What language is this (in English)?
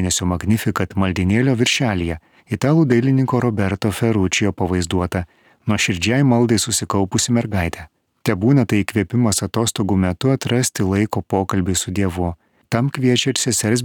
Lithuanian